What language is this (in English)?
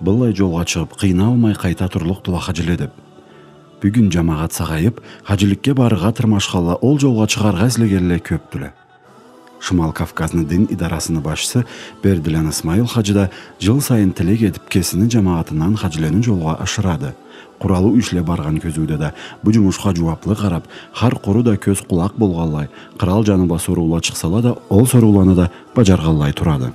Karachay-Balkar